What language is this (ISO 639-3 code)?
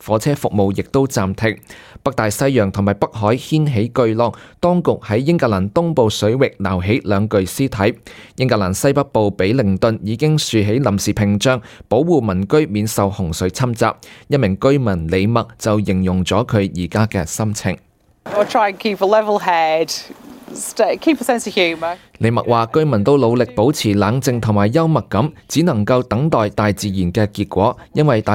yue